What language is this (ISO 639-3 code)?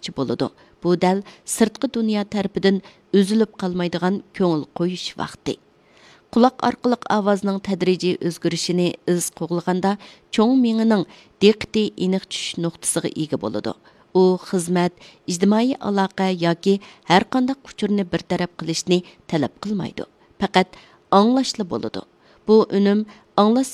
uig